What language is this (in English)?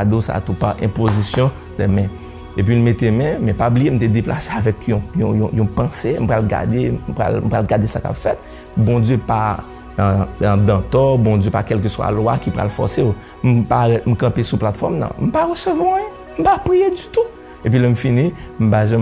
Haitian Creole